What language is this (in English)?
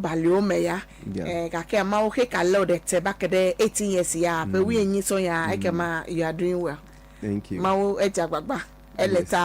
Ewe